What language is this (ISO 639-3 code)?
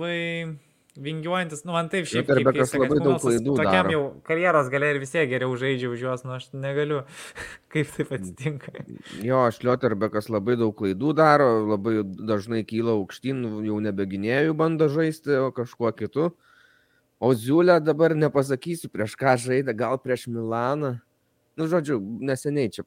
lit